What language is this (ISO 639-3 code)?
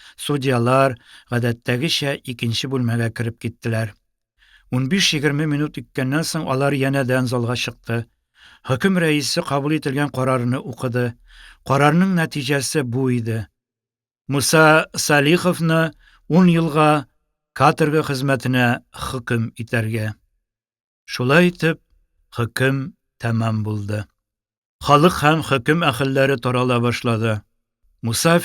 tat